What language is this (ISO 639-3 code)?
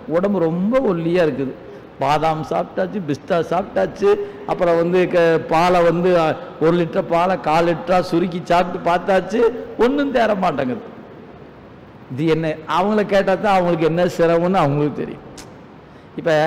tam